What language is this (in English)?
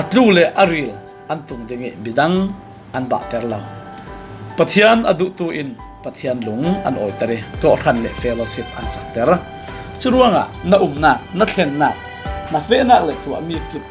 Falam Chin